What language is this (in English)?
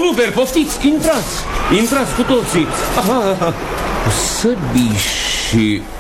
Romanian